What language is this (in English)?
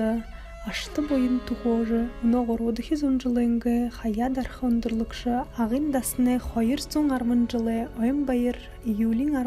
Buriat